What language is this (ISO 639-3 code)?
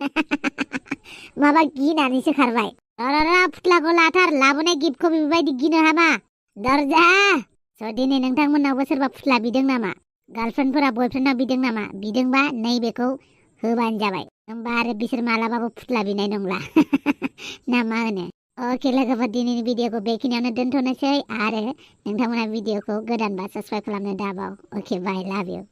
brx